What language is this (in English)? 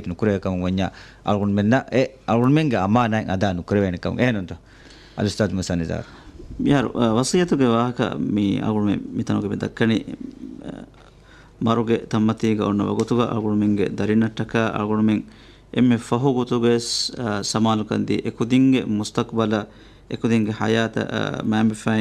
Divehi